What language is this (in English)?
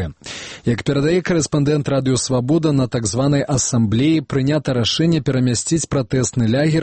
Belarusian